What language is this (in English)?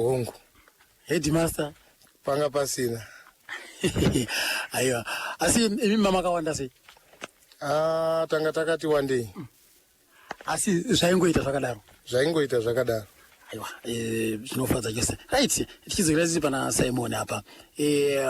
Shona